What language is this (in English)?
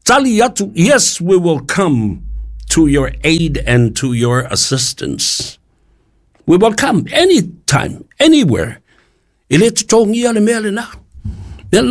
Samoan